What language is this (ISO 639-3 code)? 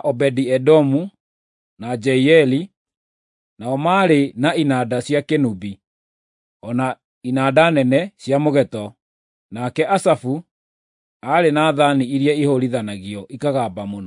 kik